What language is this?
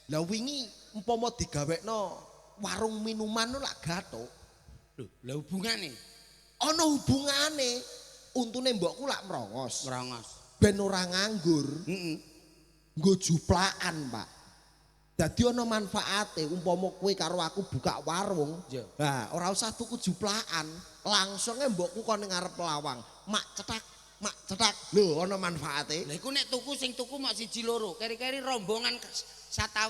Javanese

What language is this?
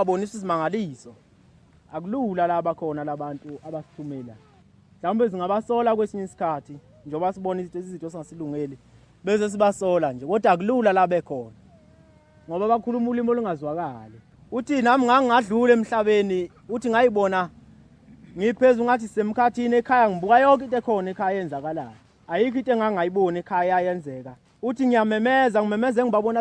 Zulu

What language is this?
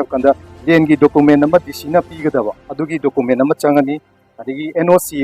Manipuri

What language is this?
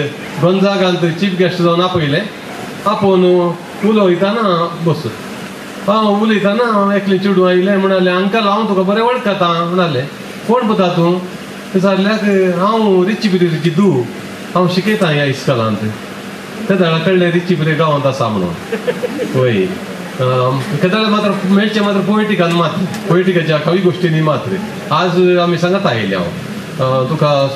Konkani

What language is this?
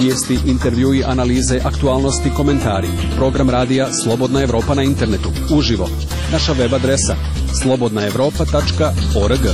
Serbian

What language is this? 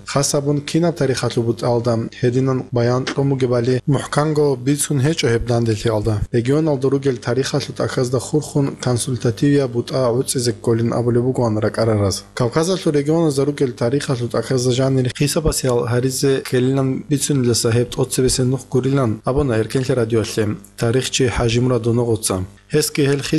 Avaric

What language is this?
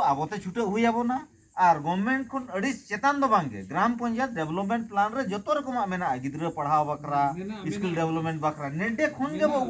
Santali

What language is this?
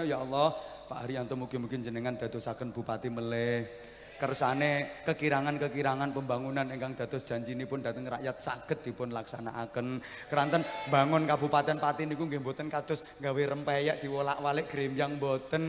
Javanese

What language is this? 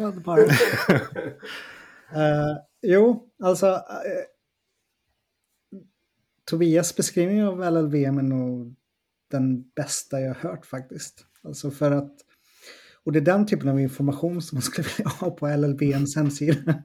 Swedish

